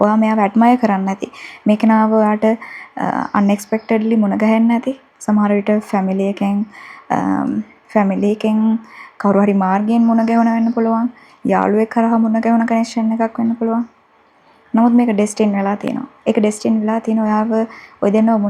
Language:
Sinhala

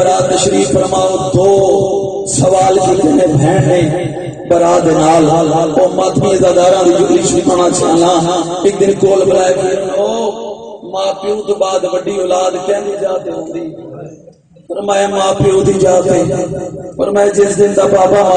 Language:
Western Panjabi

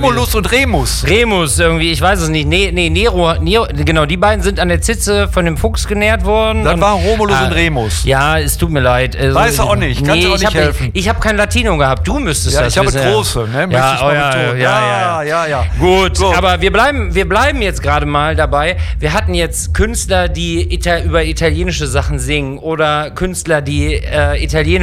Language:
German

